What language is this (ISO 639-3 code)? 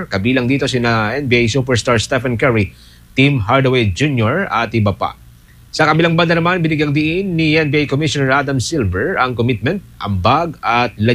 fil